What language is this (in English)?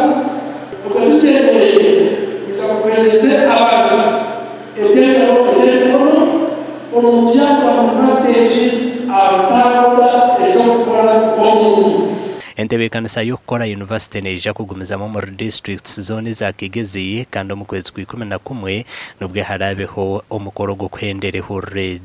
Nyankole